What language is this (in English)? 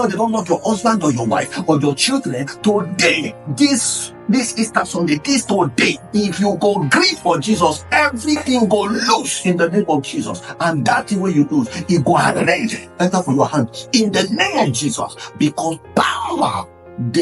Nigerian Pidgin